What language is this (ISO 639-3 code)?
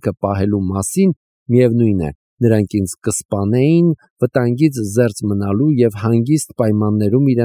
hye